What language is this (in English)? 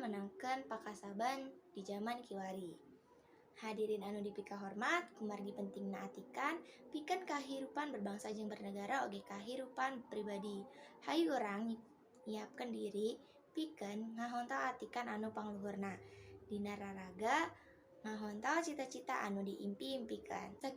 Sundanese